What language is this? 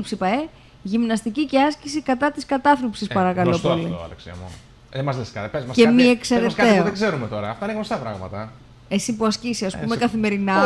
Greek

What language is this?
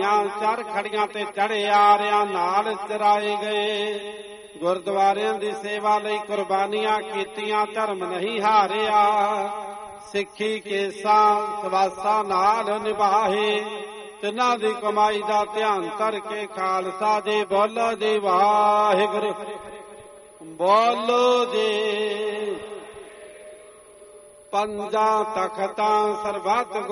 Punjabi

